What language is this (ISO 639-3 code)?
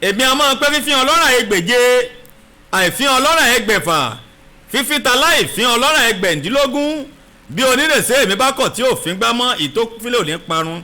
yor